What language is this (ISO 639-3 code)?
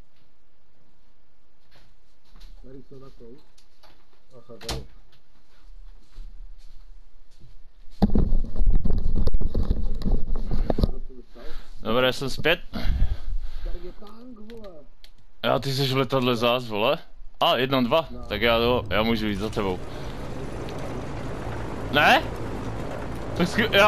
ces